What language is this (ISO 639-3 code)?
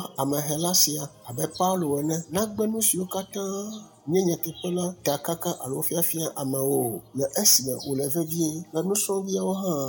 ewe